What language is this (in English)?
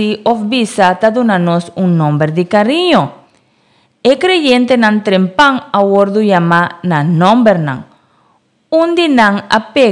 Papiamento